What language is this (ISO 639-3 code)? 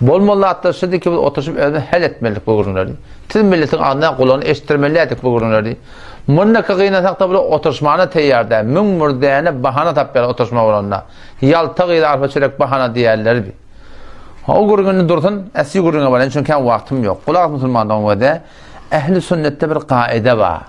tuk